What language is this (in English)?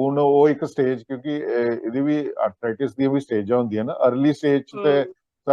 Dogri